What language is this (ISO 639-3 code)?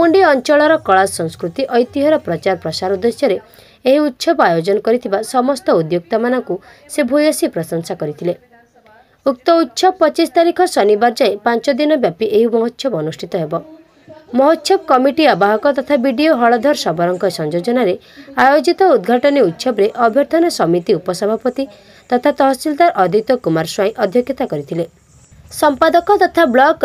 ori